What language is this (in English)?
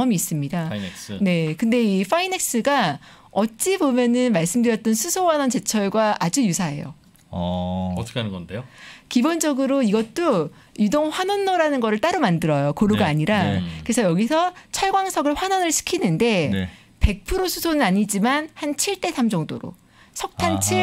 Korean